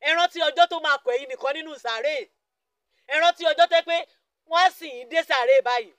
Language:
Yoruba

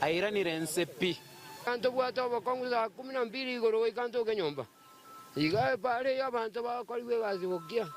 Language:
Gusii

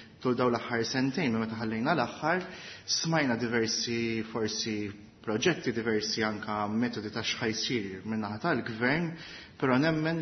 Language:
Maltese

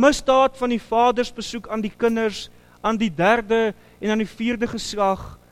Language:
Afrikaans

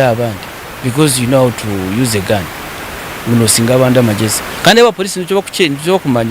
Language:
Nyankole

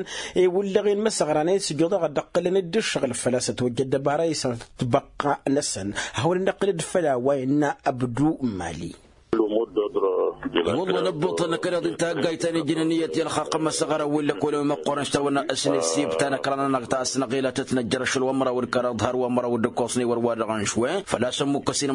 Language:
Tamasheq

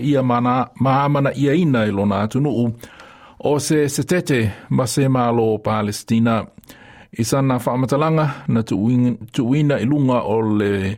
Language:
Samoan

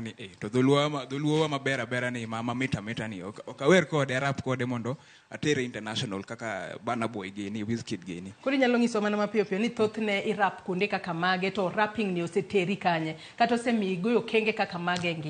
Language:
Luo (Kenya and Tanzania)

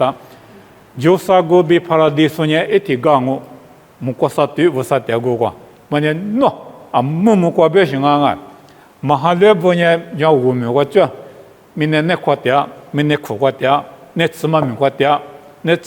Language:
Lisu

